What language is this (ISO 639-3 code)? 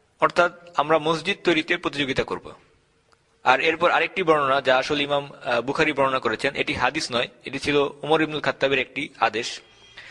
ben